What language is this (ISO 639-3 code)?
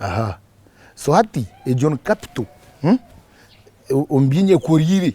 nyn